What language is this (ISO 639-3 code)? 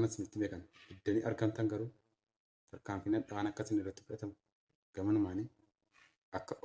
orm